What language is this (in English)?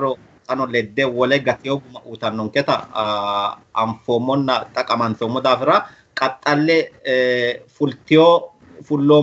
Sidamo